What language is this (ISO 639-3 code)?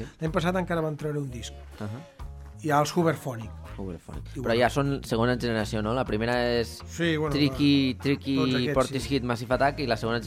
cat